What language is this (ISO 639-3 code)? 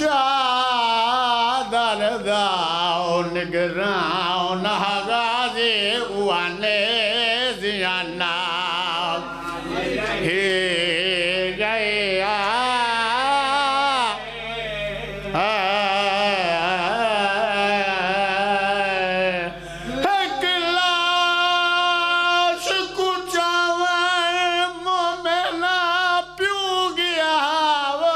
urd